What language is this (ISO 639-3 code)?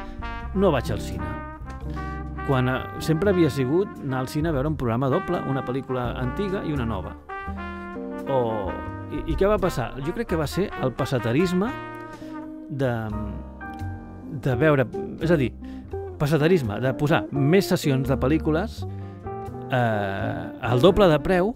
cat